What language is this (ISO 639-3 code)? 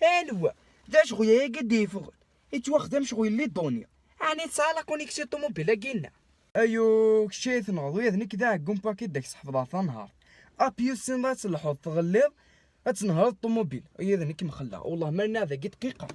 kab